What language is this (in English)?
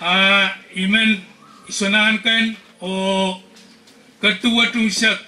Pohnpeian